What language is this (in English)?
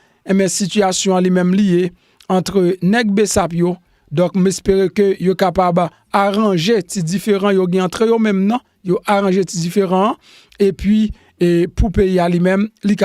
Haitian Creole